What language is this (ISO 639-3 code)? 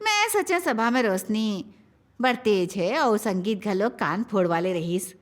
hne